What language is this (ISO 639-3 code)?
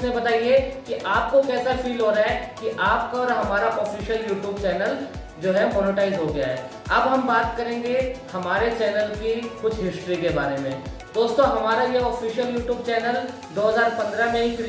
hin